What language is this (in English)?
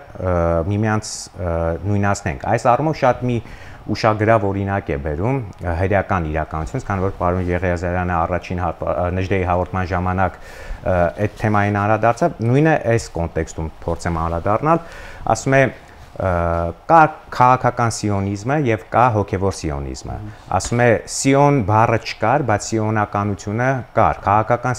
Armenian